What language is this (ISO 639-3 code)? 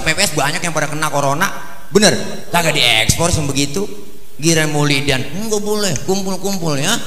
bew